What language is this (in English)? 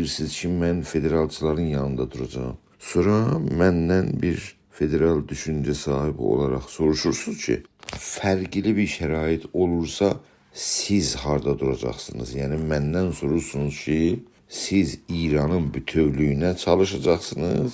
South Azerbaijani